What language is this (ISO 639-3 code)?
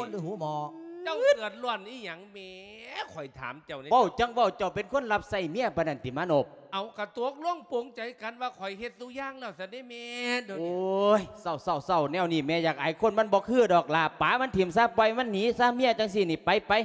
lao